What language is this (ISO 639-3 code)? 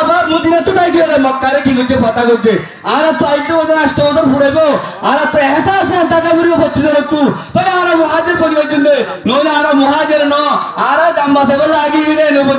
rhg